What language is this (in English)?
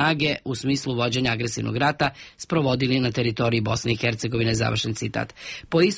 Serbian